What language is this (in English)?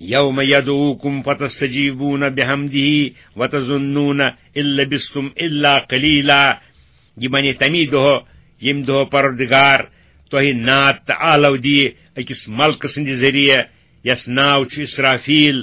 Kashmiri